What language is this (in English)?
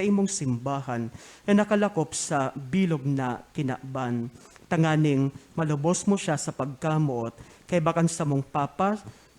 Bikol